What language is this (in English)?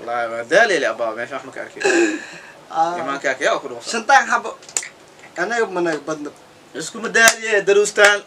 Somali